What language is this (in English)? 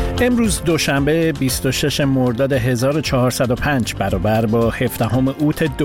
Persian